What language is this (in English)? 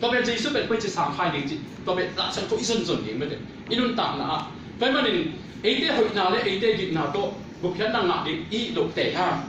Tedim Chin